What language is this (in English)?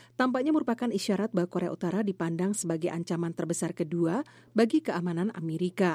Indonesian